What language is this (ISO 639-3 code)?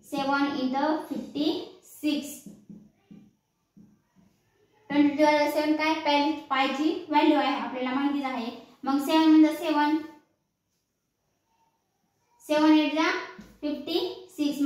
mar